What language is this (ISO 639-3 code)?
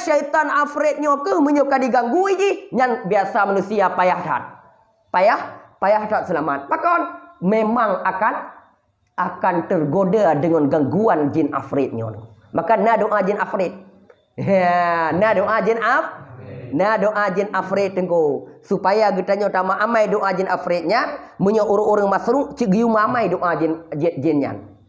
ace